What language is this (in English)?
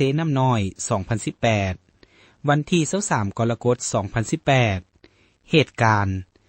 Lao